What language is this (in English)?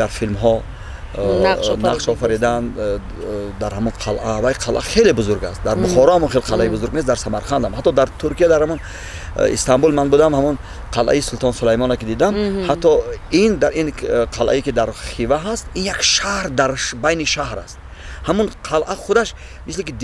Tajik